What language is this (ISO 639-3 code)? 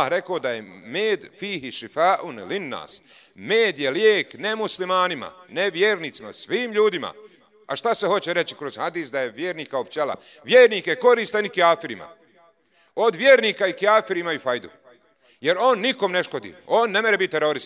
bos